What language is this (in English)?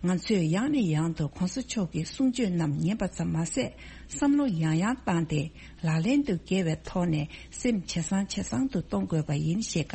Tibetan